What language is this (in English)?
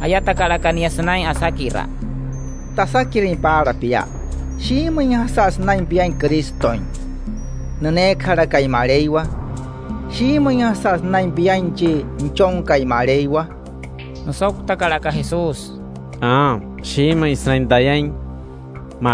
Wayuu